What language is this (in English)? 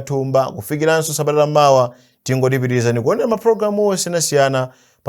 Nyanja